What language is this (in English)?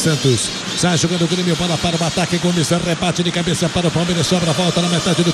Portuguese